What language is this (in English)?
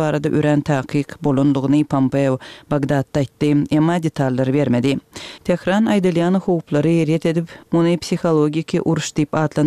Turkmen